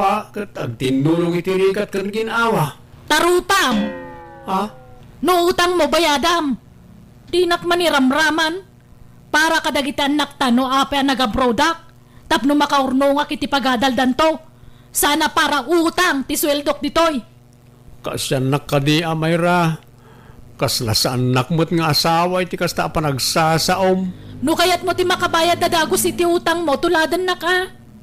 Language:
Iloko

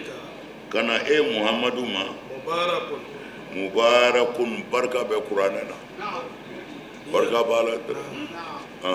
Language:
Bambara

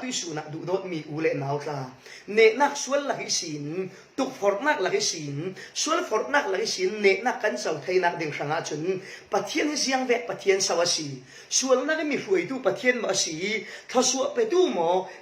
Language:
Falam Chin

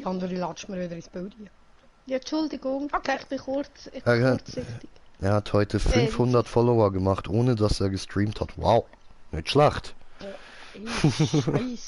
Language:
Swiss German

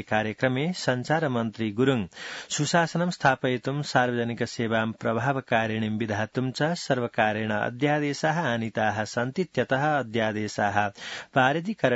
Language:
Sanskrit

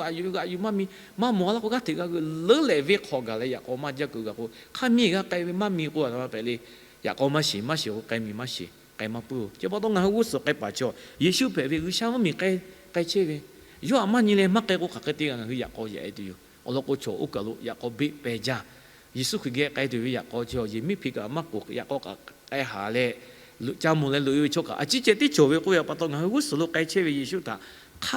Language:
Lahu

